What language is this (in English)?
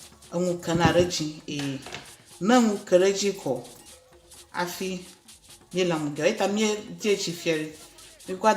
Ewe